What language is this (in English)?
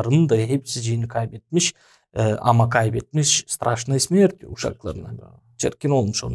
Gagauz